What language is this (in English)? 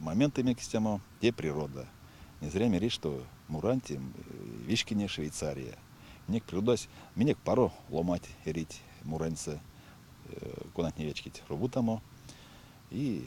Erzya